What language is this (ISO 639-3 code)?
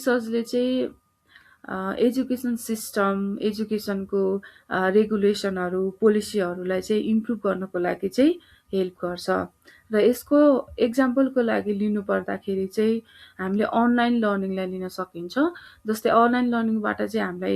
nep